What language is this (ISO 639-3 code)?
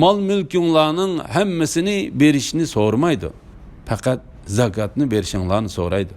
uig